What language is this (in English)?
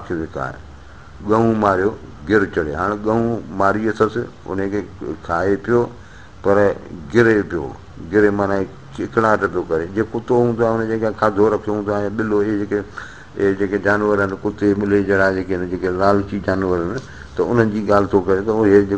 Sindhi